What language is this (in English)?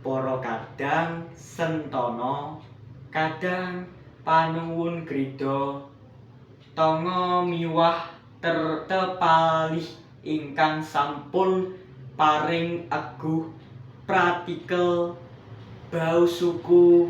Javanese